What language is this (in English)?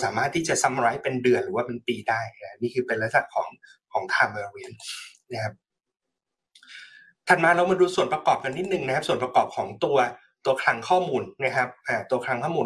Thai